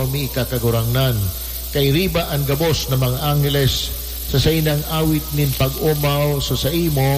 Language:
Bikol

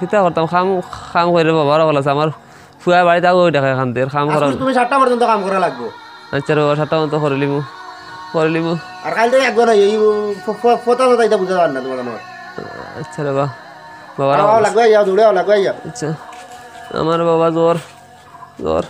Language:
Sylheti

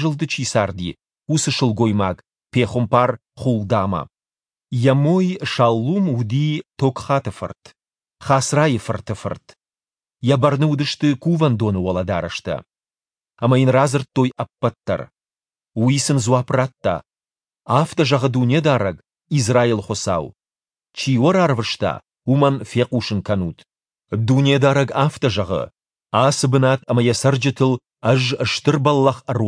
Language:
Ossetic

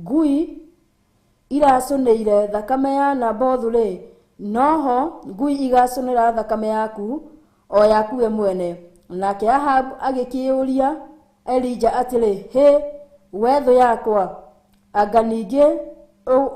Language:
Kikuyu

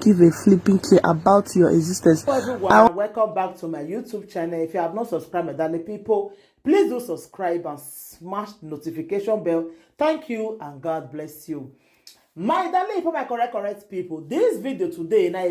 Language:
Nigerian Pidgin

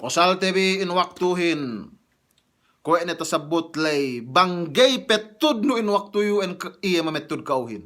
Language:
Yakan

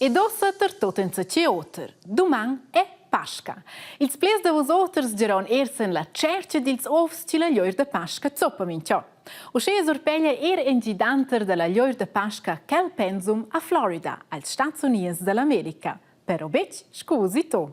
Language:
Romansh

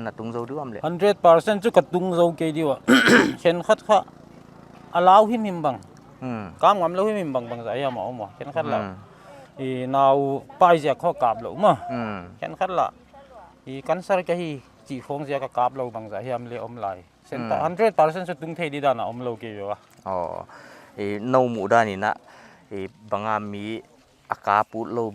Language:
Paite Chin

